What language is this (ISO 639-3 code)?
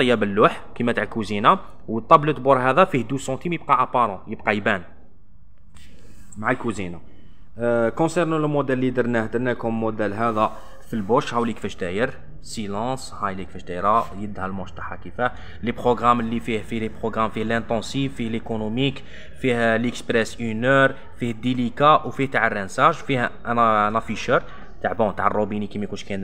arq